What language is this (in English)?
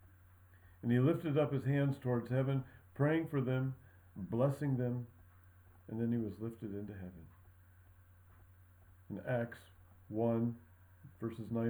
English